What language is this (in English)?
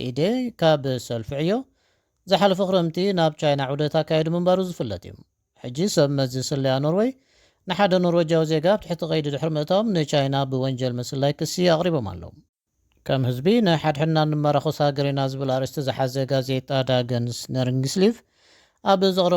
Tigrinya